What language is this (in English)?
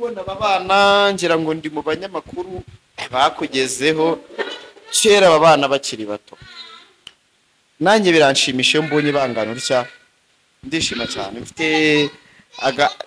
Kinyarwanda